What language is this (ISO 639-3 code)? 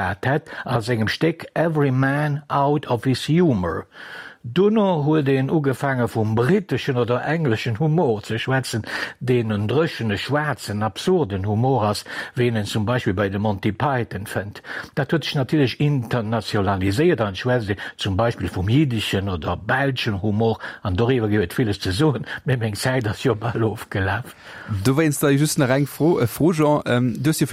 ltz